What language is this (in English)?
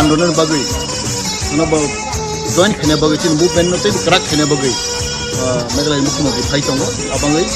Kok Borok